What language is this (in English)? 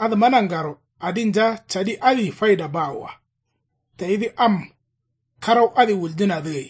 Kanuri